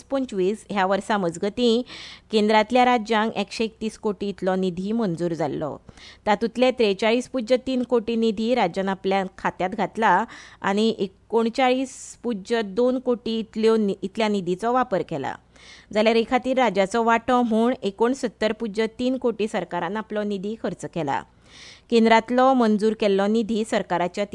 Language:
Konkani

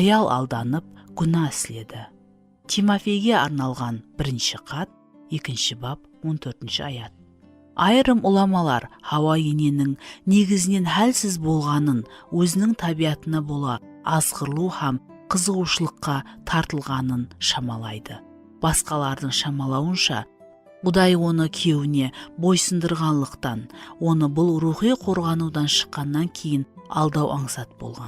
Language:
Kara-Kalpak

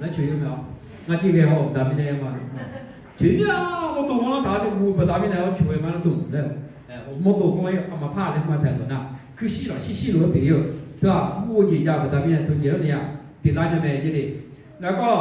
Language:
Akha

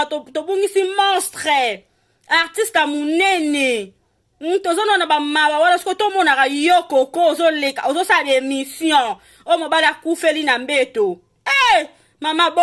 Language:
Lingala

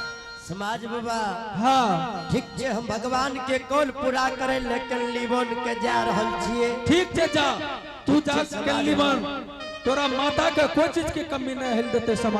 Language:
Angika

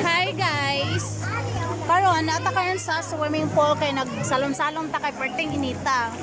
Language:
Cebuano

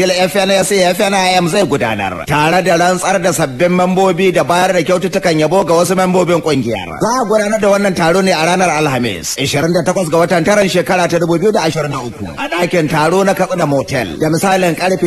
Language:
Hausa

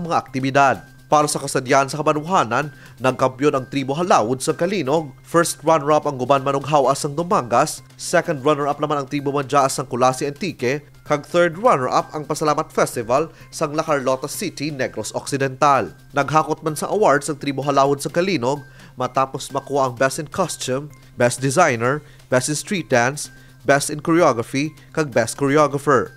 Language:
Hiligaynon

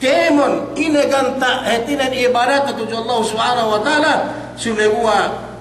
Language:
Yakan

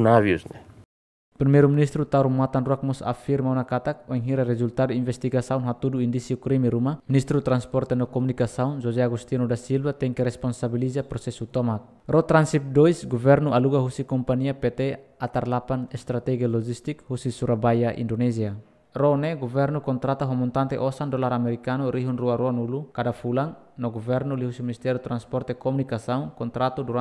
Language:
Tetum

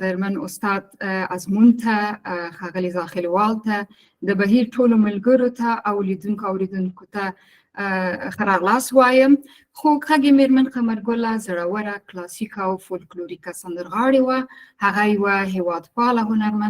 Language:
Pashto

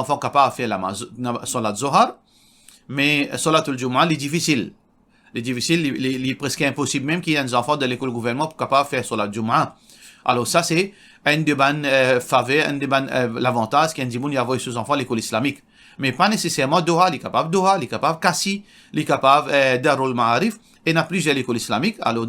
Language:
Morisyen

